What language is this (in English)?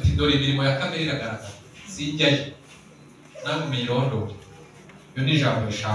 Kinyarwanda